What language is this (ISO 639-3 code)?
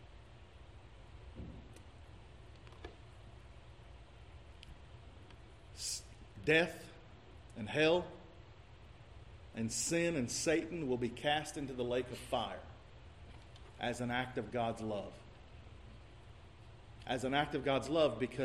eng